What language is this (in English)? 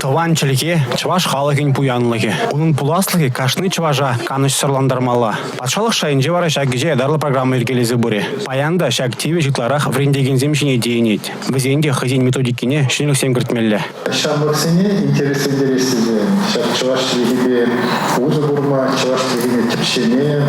Chuvash